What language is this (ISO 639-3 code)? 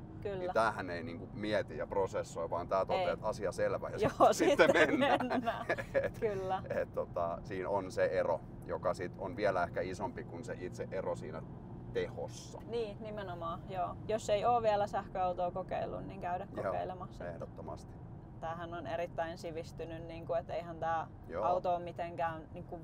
fin